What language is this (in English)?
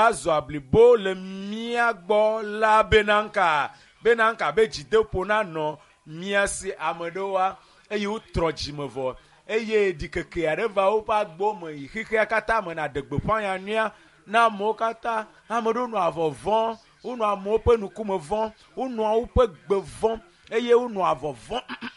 Ewe